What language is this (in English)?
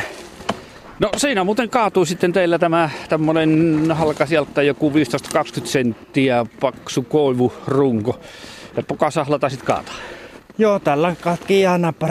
Finnish